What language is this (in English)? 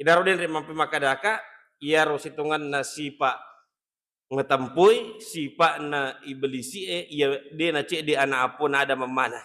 Buginese